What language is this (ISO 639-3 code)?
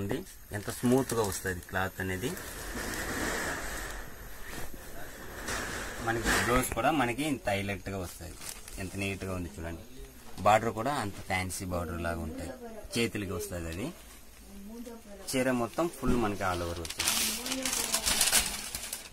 tel